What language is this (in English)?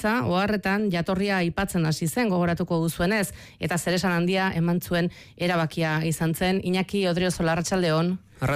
Basque